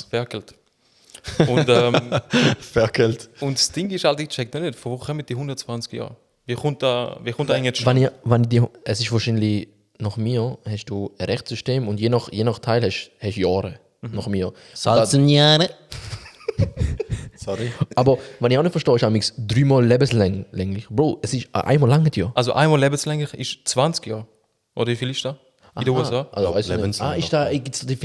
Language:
Swiss German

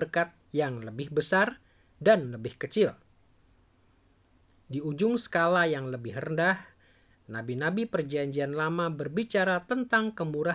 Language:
Indonesian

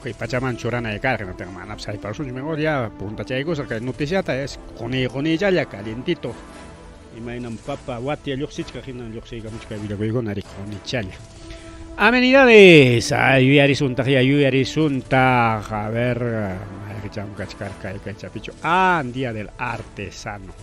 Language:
Ayacucho Quechua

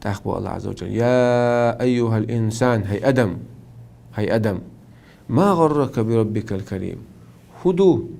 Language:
Chechen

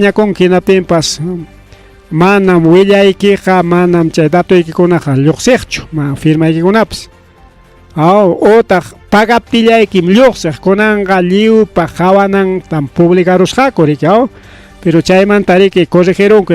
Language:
Ayacucho Quechua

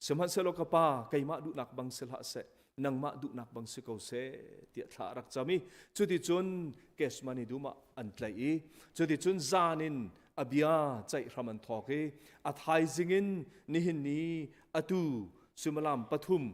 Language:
Hakha Chin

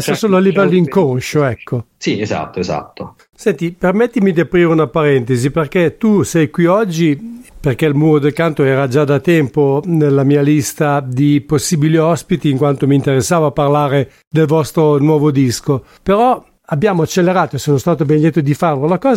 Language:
Italian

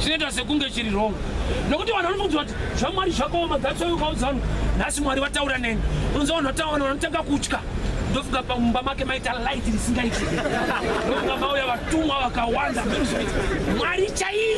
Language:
Shona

